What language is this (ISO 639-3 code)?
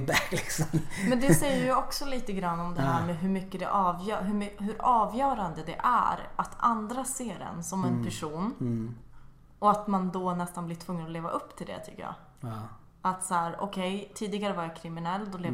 swe